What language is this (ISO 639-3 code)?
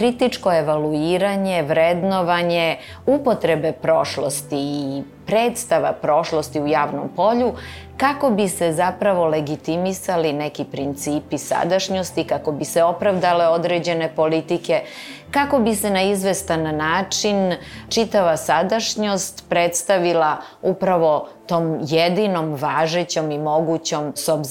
srp